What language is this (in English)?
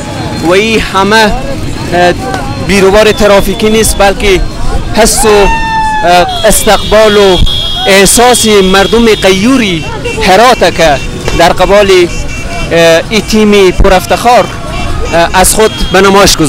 Persian